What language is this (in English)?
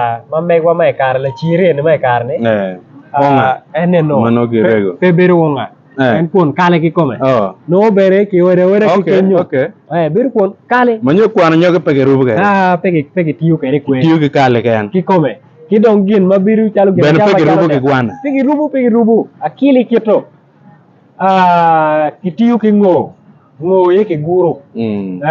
Acoli